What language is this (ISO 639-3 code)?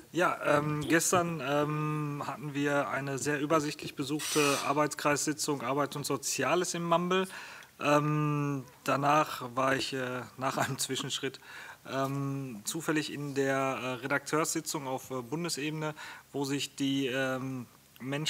deu